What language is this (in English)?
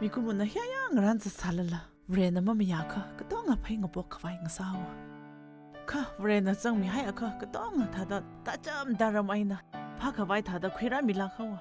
Tangkhul Naga (India)